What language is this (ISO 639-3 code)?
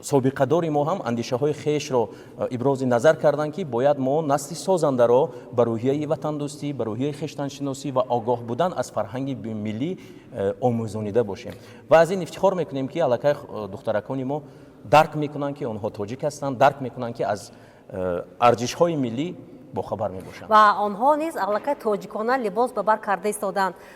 tgk